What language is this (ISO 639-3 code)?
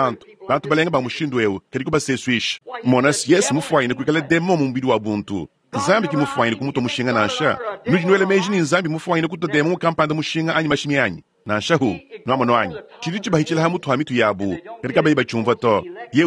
lua